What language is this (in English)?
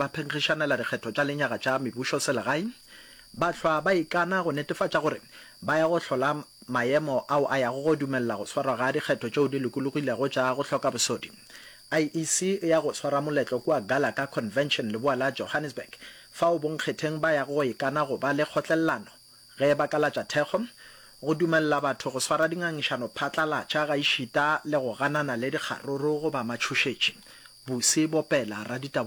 Northern Sotho